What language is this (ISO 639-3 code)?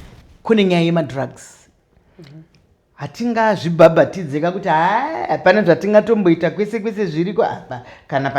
sna